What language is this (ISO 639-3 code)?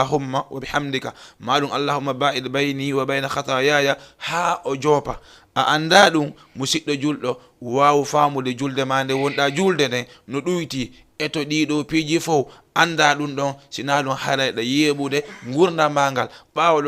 ful